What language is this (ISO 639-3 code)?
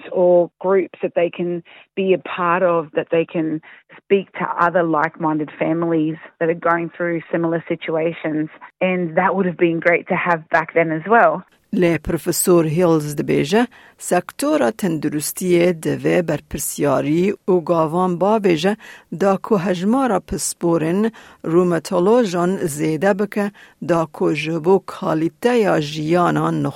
kur